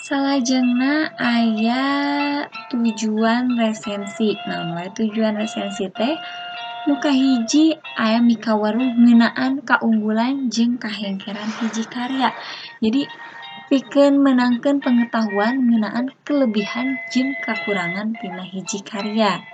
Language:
Sundanese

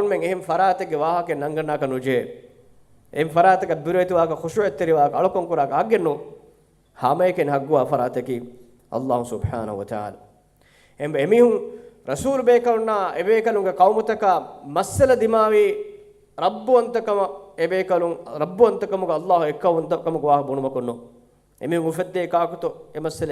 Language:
Divehi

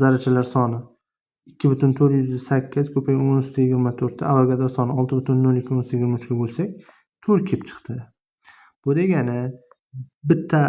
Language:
Uzbek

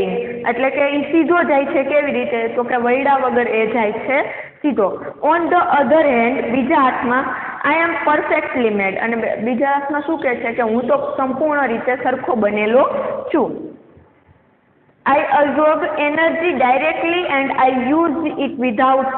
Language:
Gujarati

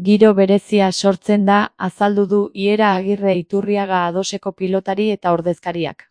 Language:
Basque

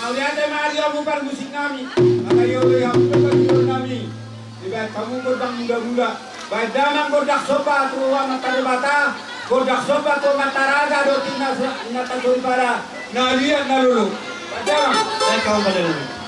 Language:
Batak Toba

